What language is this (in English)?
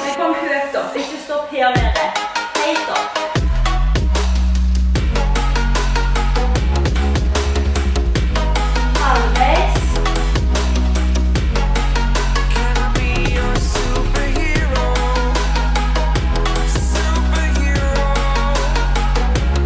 Norwegian